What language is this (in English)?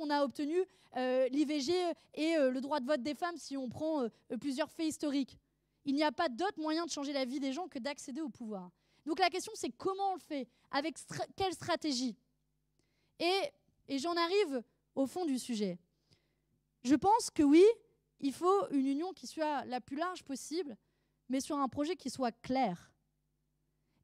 French